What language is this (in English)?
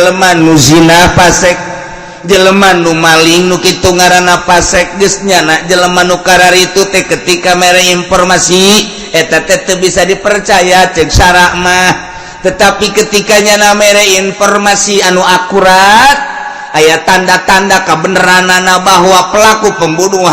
Sundanese